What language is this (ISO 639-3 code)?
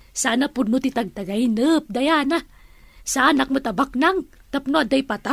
ilo